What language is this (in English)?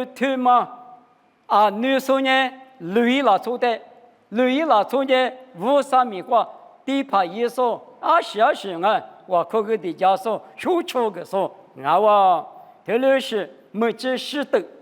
Lisu